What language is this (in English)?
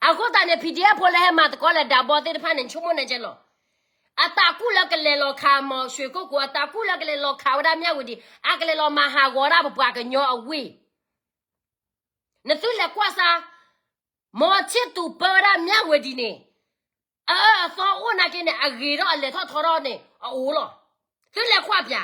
S'gaw Karen